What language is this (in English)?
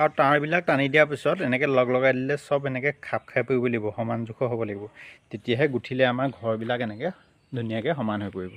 Assamese